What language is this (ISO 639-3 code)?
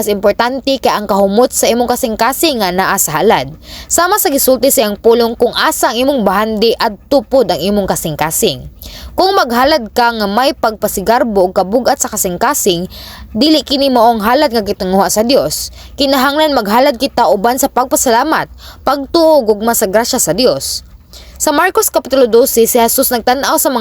ceb